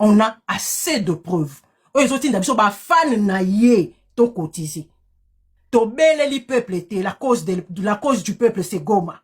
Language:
Lingala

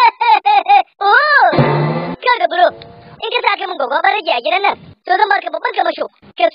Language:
Hausa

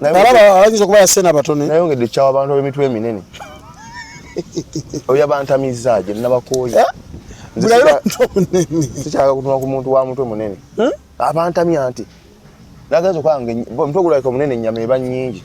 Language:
Ganda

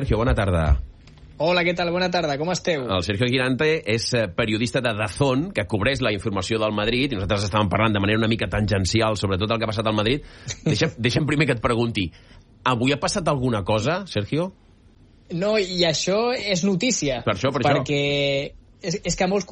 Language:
Catalan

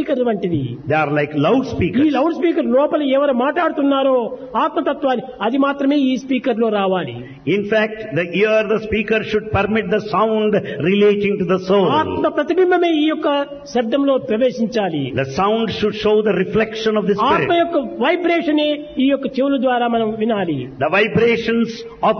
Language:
Telugu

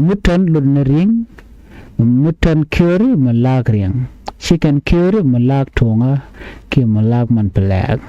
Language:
Nuer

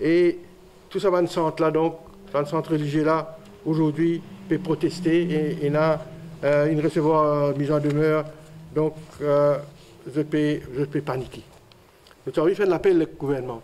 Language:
Morisyen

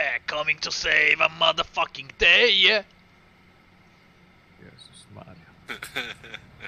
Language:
Polish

